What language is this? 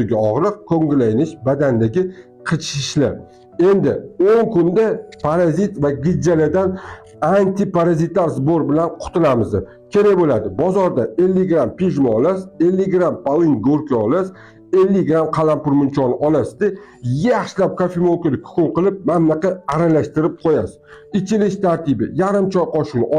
Uzbek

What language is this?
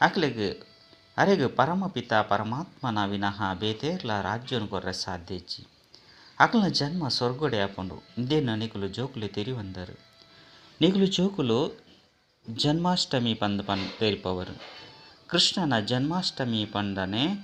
Tulu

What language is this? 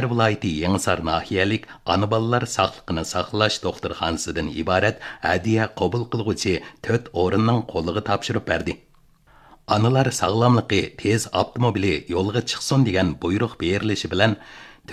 Uyghur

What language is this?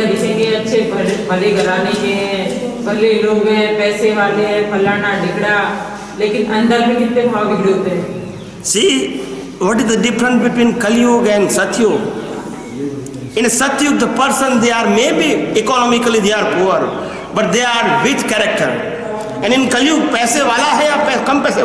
Hindi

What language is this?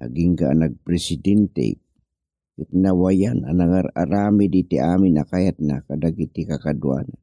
Iloko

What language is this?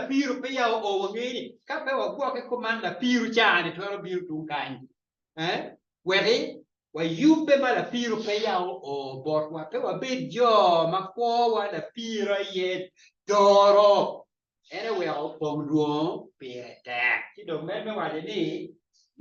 Acoli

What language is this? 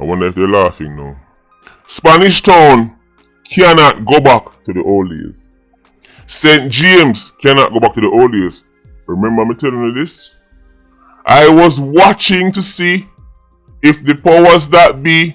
Jamaican Creole English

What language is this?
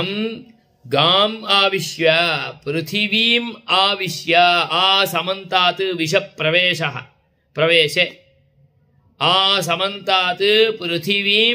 Sanskrit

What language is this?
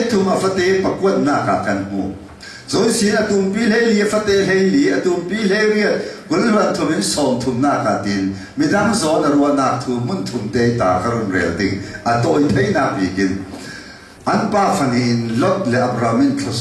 Falam Chin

